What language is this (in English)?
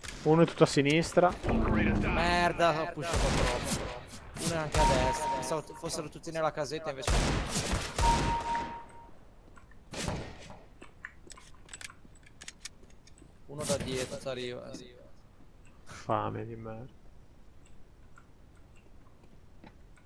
Italian